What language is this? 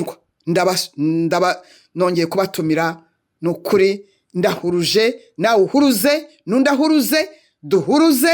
Kinyarwanda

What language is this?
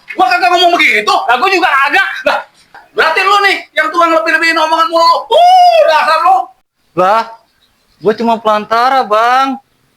Betawi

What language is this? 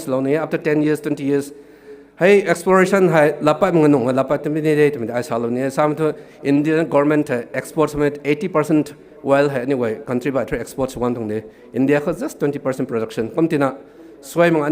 Rongmei Naga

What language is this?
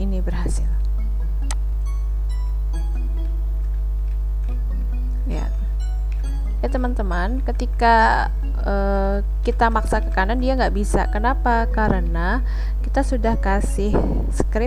Indonesian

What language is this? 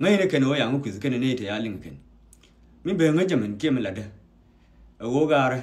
Nuer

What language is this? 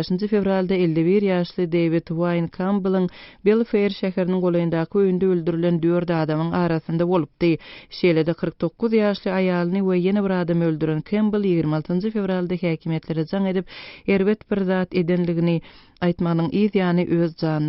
Turkmen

